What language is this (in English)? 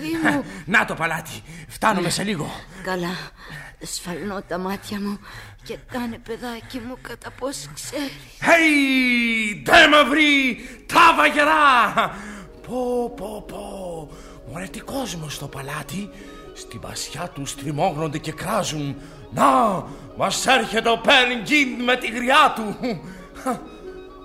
Greek